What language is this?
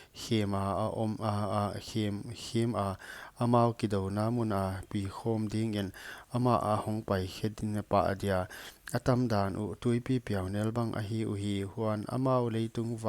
Paite Chin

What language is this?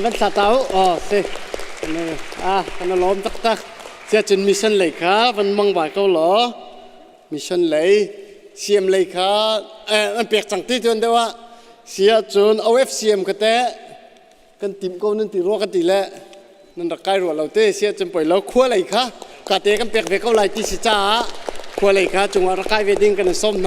Hakha Chin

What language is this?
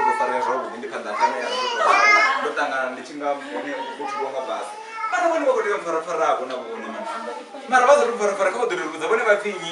Venda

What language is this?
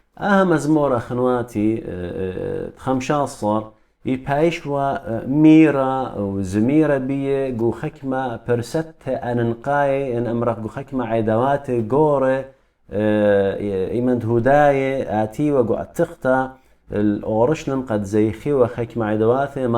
Assyrian Neo-Aramaic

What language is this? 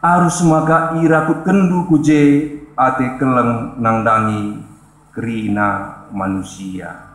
Batak Karo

